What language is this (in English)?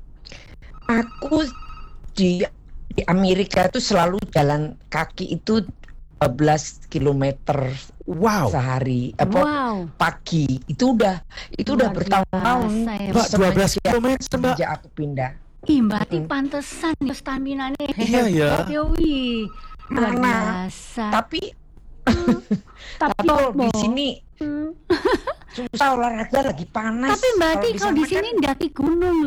Indonesian